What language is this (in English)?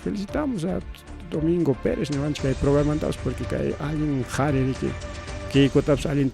Ayacucho Quechua